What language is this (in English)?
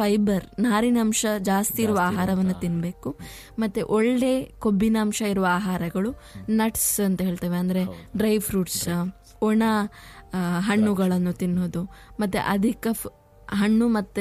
Kannada